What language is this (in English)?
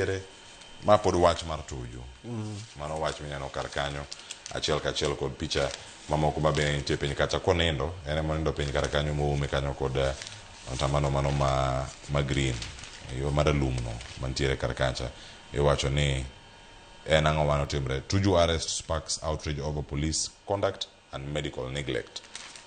Luo (Kenya and Tanzania)